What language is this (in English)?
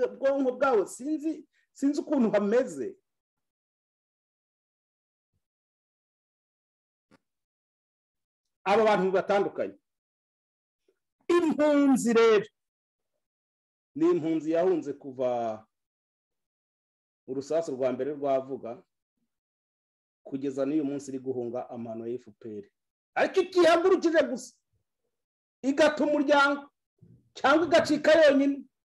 Kinyarwanda